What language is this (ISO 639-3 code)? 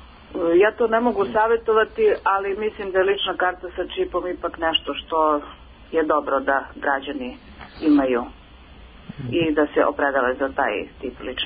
srp